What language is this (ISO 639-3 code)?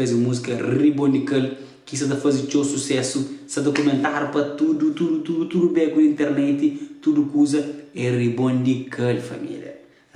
kea